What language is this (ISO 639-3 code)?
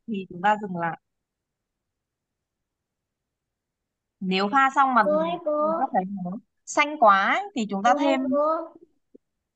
vie